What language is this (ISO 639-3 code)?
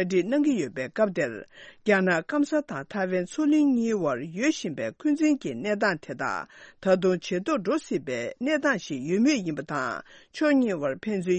bod